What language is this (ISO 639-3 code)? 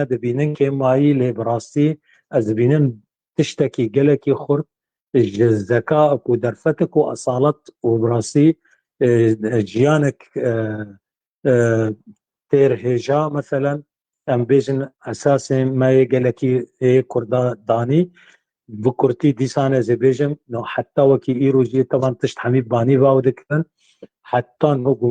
kur